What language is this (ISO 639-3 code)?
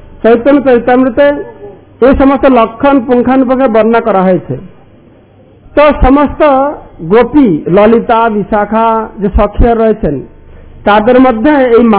ben